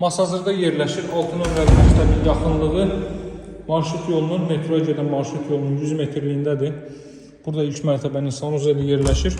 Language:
Azerbaijani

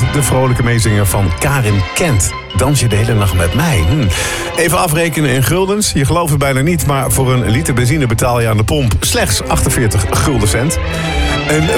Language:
Dutch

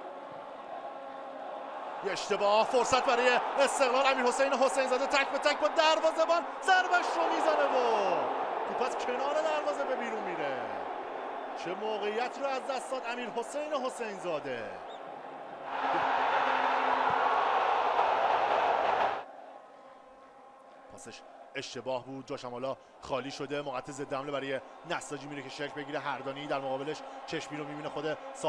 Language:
Persian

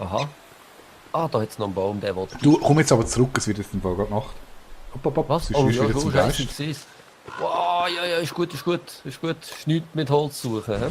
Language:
Swiss German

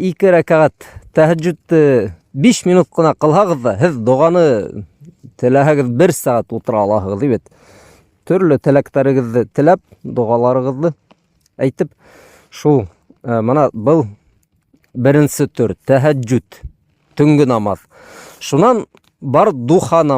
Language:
Bashkir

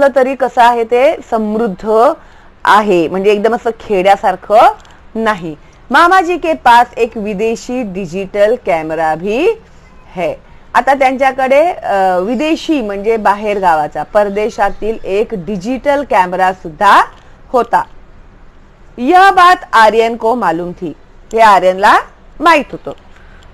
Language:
Marathi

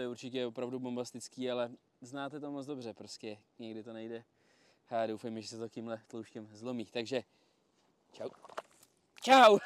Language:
Czech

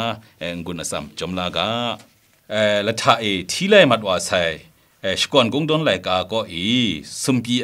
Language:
Kachin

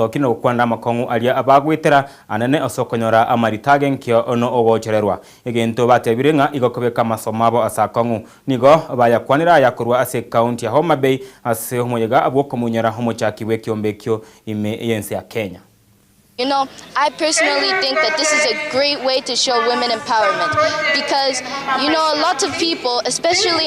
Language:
Gusii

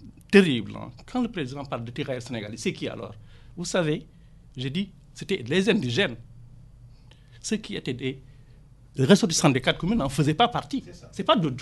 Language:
French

